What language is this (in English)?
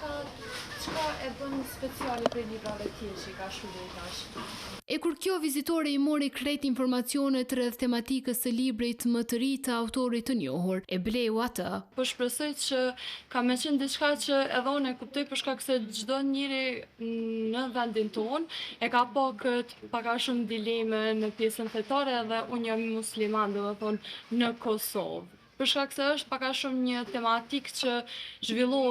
Albanian